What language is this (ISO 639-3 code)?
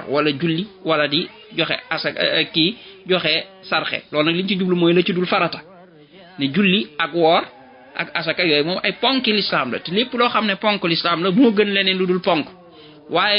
wol